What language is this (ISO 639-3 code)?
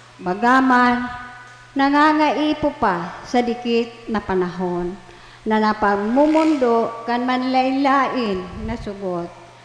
bik